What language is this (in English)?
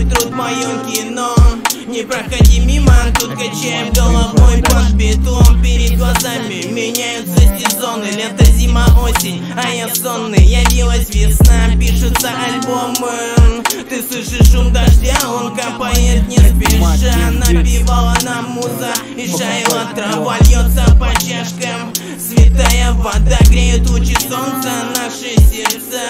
Russian